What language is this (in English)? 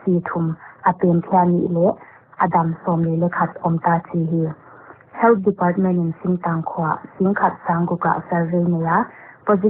Paite Chin